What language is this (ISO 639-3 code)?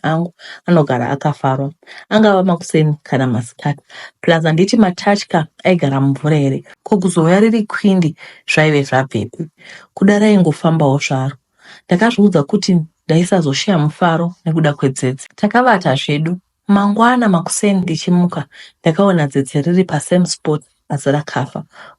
sna